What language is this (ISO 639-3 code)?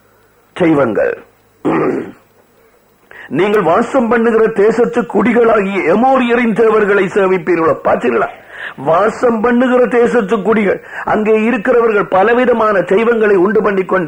tam